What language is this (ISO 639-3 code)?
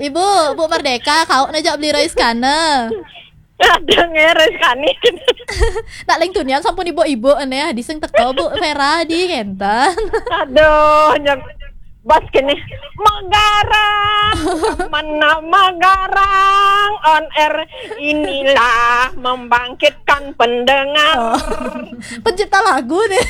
ban